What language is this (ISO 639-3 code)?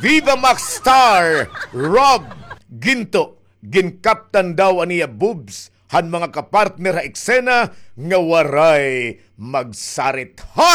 war